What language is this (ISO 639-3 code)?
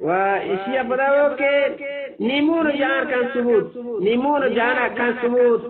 bgp